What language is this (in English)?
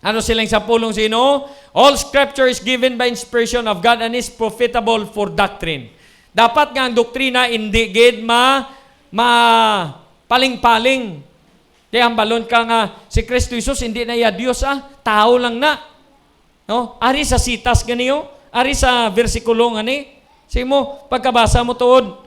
Hiligaynon